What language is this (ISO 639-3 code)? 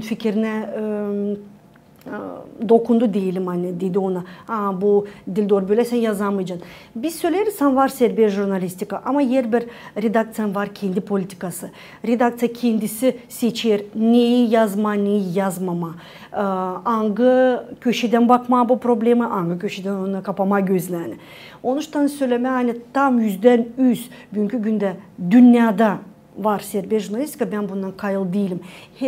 gag